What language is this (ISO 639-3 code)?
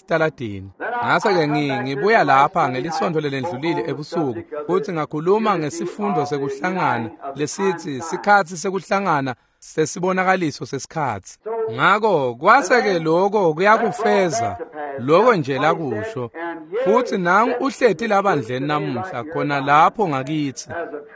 ssw